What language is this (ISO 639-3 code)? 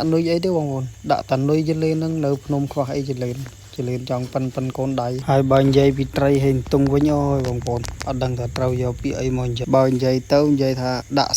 khm